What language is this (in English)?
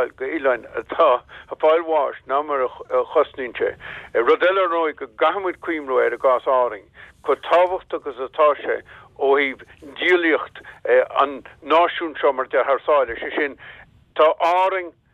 Irish